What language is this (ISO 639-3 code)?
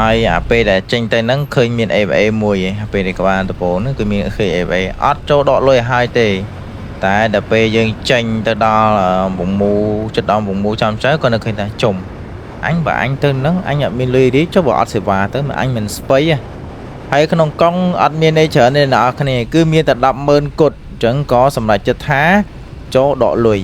khm